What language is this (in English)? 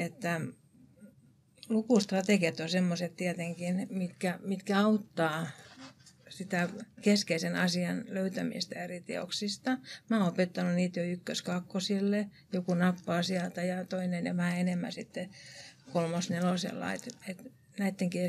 Finnish